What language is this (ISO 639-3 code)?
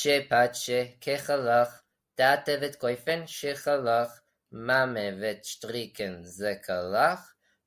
yid